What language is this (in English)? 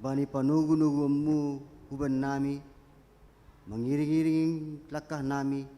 Batak Simalungun